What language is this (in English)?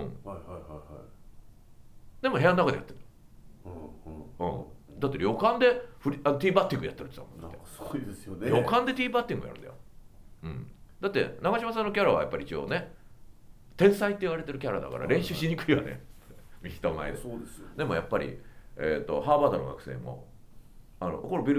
Japanese